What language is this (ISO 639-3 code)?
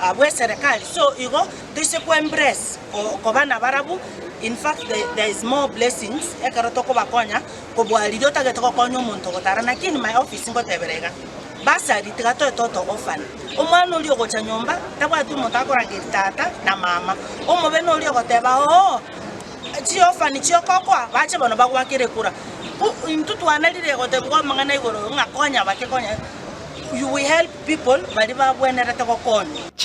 guz